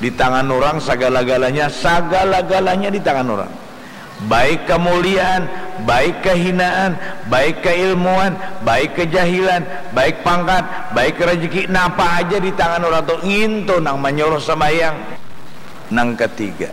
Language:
Banjar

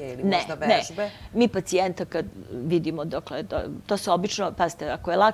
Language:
Serbian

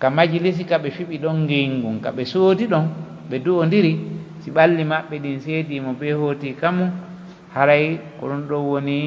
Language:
Pular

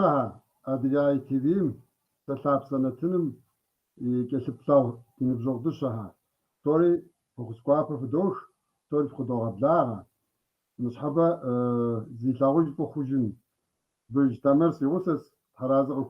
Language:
Kabardian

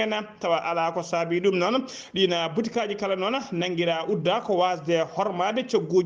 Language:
Fula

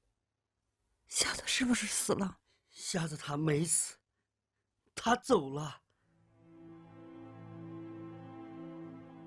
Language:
Chinese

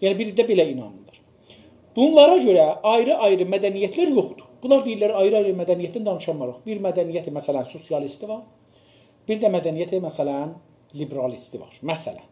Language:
South Azerbaijani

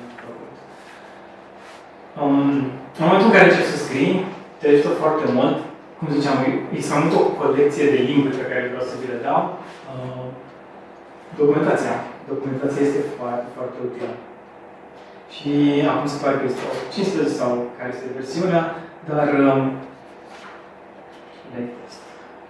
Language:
Romanian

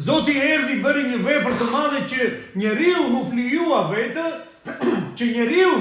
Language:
Albanian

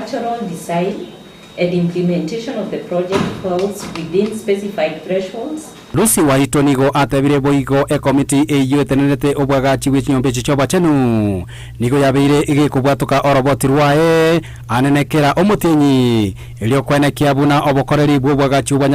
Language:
Gusii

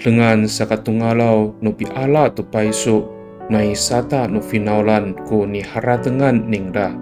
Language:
Amis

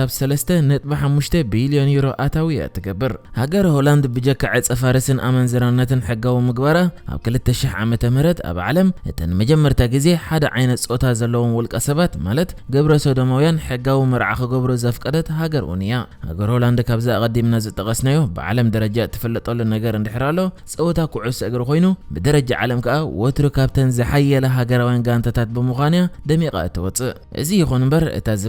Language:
Tigrinya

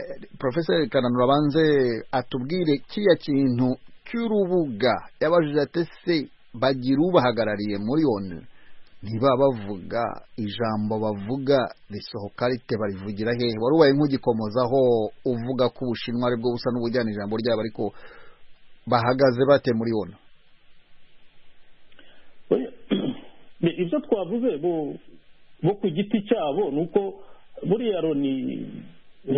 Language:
Kinyarwanda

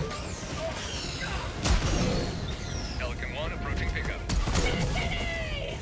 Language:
English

